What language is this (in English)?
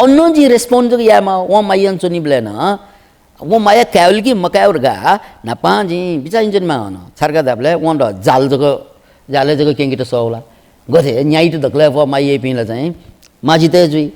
Newari